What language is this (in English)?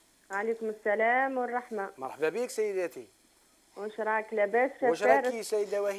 Algerian Arabic